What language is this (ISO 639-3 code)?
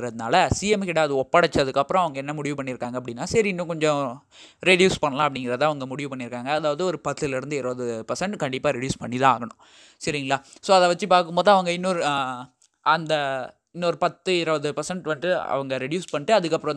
tam